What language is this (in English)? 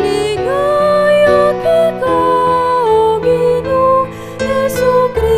Pampanga